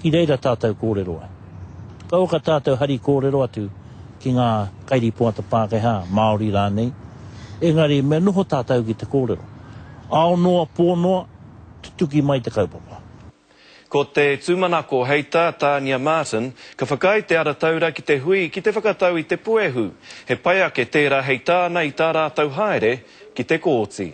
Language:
Māori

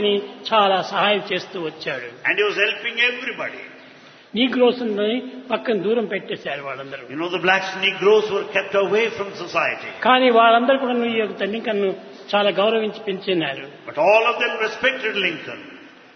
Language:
Telugu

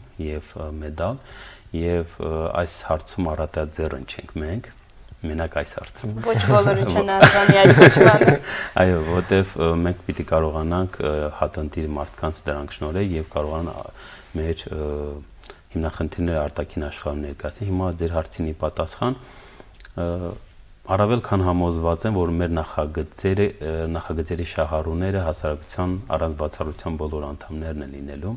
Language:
Armenian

